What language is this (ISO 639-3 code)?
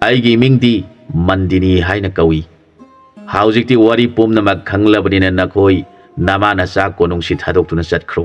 mni